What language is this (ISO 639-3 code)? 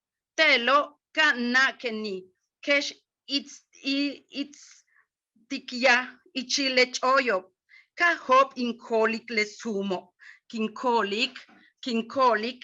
yua